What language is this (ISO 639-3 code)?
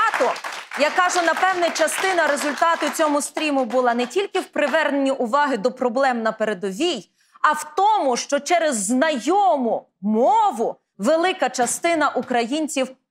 ukr